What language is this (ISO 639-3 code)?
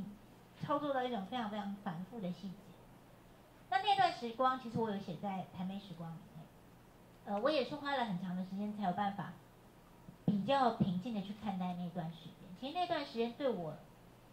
zho